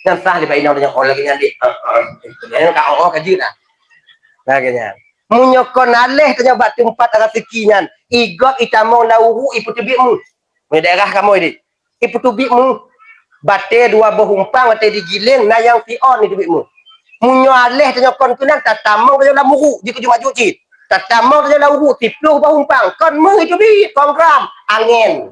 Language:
Achinese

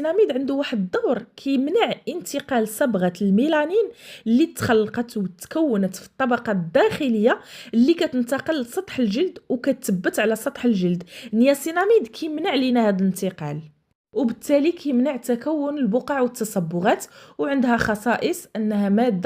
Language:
Moroccan Arabic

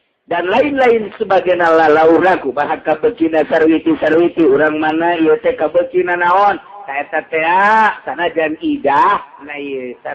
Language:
Sundanese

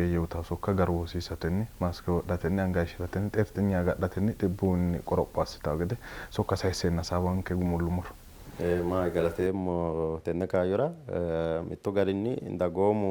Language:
Sidamo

